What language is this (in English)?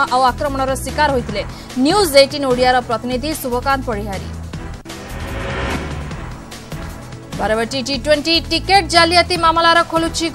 Odia